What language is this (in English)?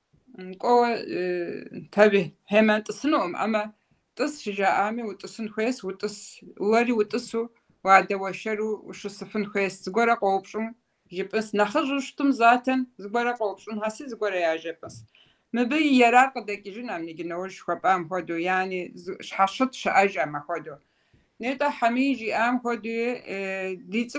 Kabardian